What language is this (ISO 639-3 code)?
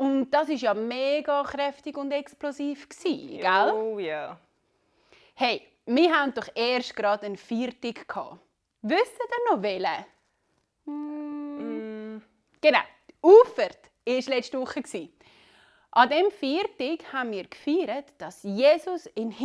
gsw